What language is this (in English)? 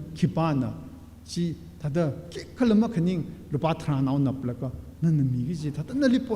Tangkhul Naga (India)